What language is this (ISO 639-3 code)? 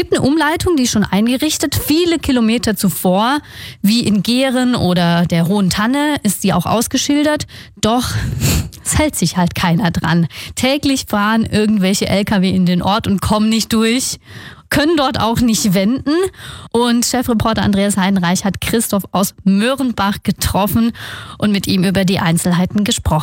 deu